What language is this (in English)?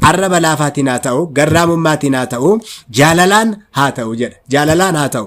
Oromo